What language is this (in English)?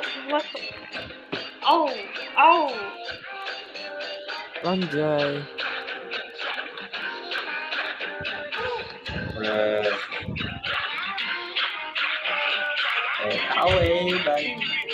Malay